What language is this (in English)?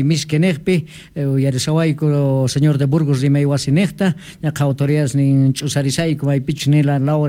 South Bolivian Quechua